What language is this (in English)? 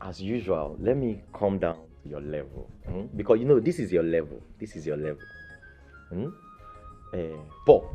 Nigerian Pidgin